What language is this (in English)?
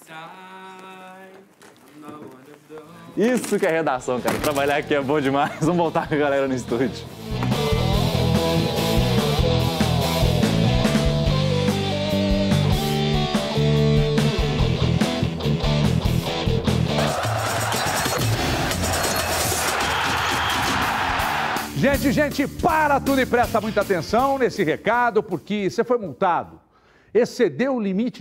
Portuguese